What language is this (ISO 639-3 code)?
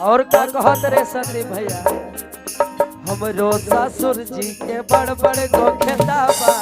mag